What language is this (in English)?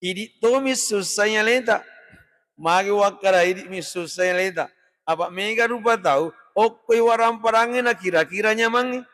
Buginese